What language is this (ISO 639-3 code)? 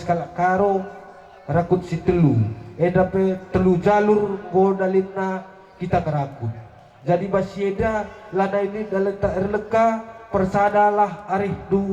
btx